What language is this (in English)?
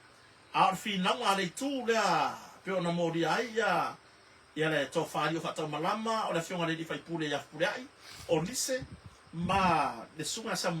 Samoan